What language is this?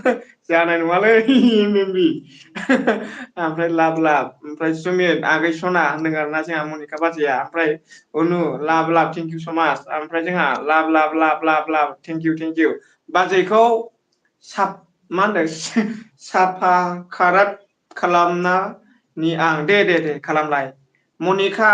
Bodo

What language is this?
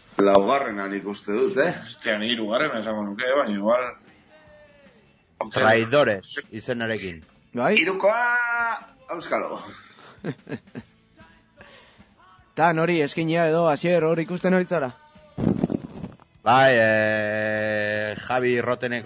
Basque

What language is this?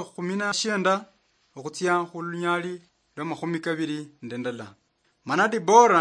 Luyia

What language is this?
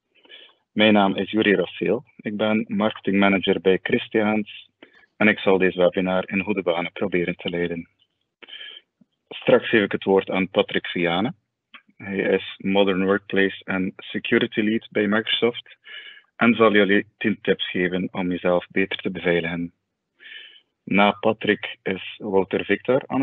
Dutch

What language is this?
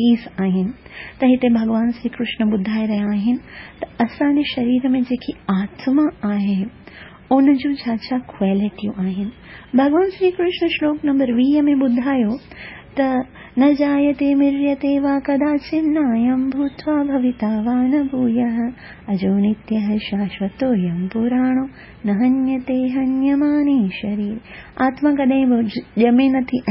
Sindhi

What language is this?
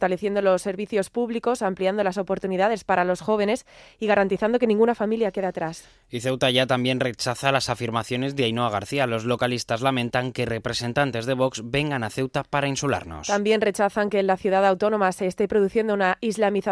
Spanish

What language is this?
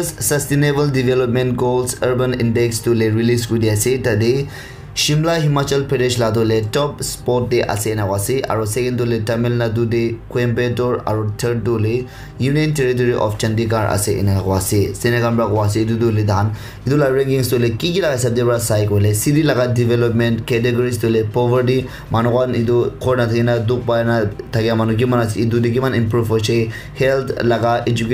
Naga Pidgin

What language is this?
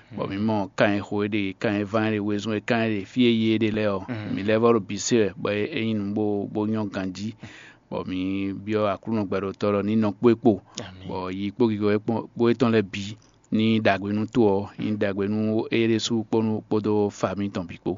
Fon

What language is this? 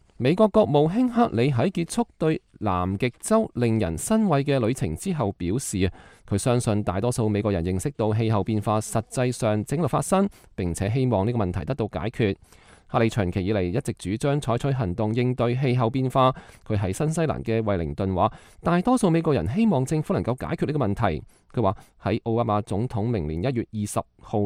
Cantonese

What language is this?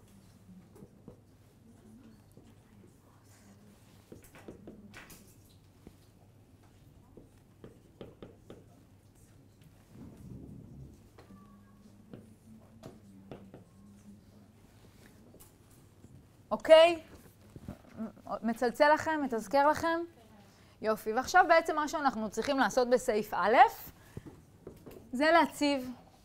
Hebrew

